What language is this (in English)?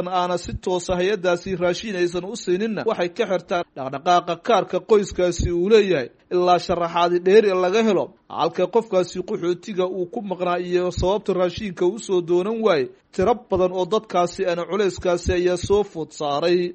Somali